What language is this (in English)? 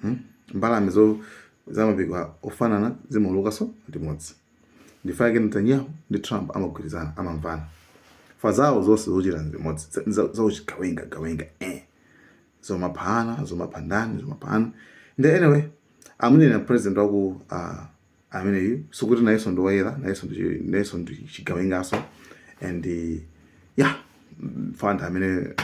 Nyanja